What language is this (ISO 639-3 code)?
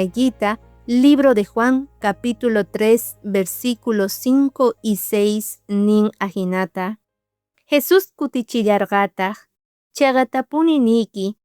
quh